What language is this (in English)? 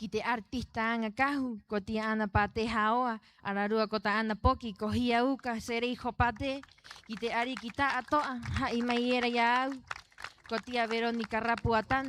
Rapanui